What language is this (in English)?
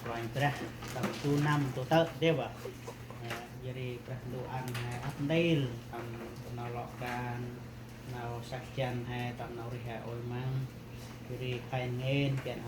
Central Mnong